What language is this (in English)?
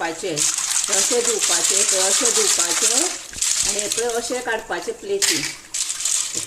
Konkani